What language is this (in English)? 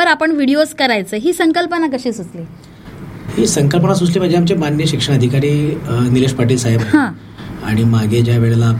Marathi